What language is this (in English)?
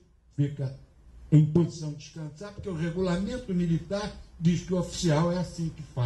Portuguese